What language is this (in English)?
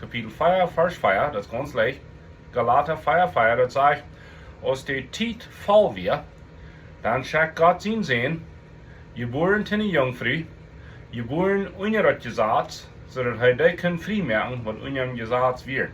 Plautdietsch